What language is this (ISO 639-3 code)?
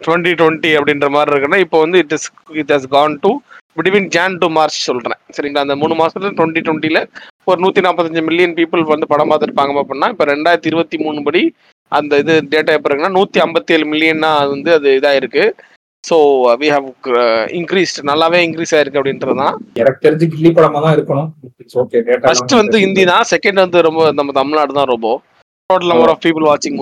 tam